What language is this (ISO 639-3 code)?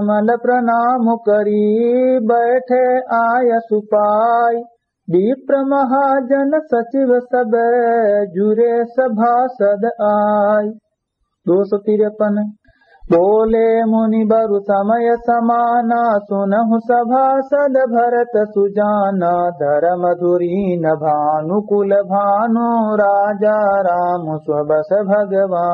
awa